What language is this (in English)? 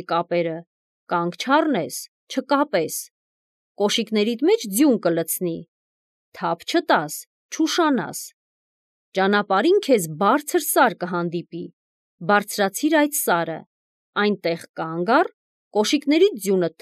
Armenian